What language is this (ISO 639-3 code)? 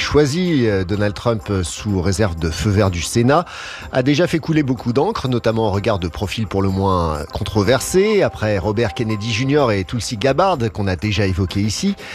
fra